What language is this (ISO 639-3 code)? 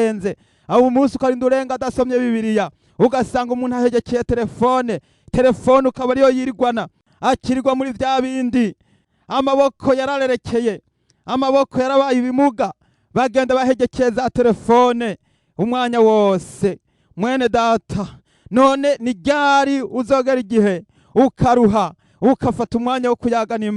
run